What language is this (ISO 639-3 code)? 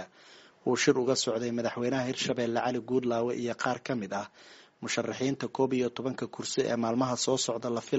som